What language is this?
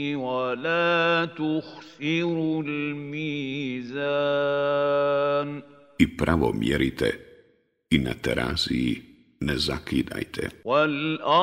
Bosnian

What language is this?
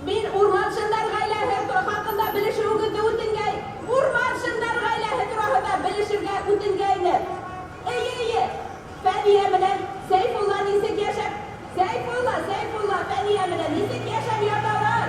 Bashkir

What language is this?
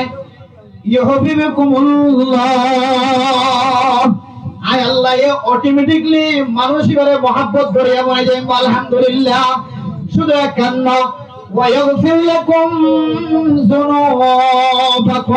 Rohingya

